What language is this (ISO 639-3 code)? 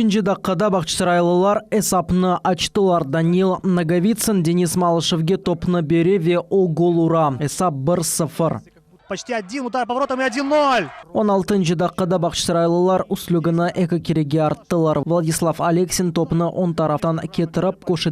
crh